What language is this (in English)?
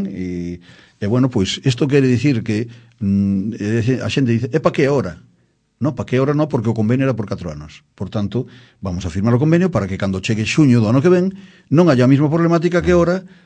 Galician